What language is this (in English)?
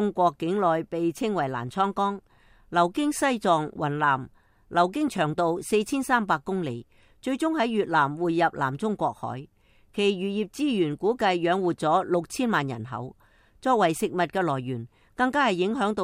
Cantonese